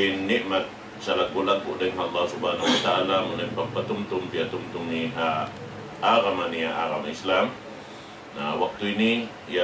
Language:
Tausug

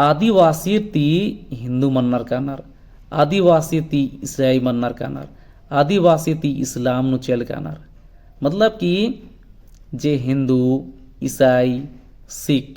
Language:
Kurukh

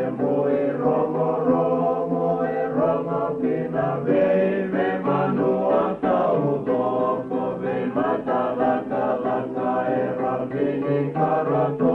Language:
Fijian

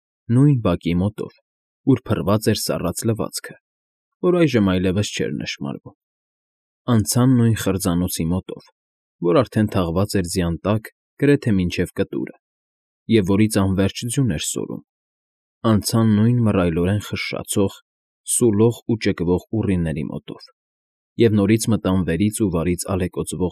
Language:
Armenian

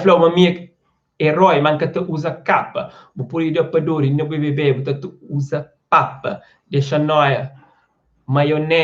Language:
Kabuverdianu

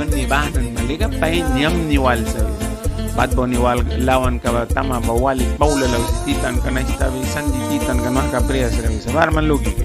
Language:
Mískito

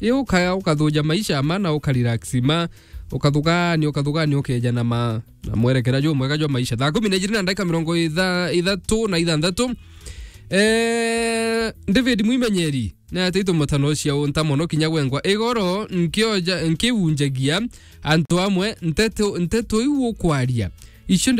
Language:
Meru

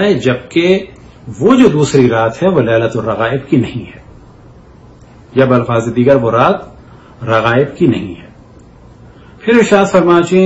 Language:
Urdu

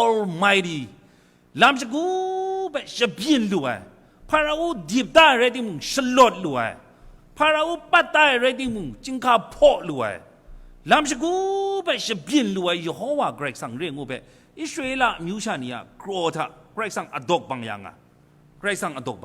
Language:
Kachin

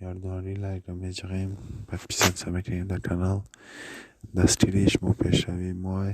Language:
Tajik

